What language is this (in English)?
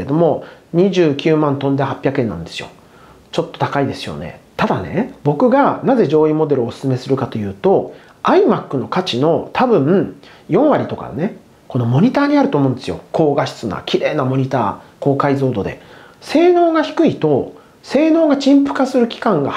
Japanese